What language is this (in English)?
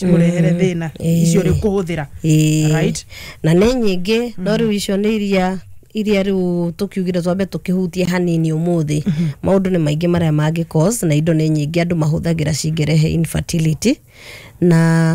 Kikuyu